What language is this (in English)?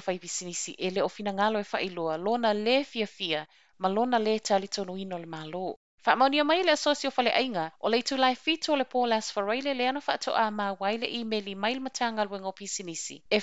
Samoan